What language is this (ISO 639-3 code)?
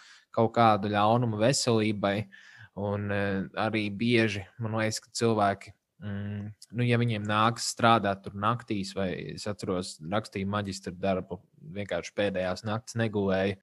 lav